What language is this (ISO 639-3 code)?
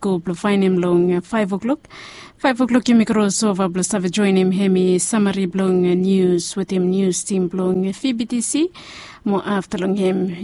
bis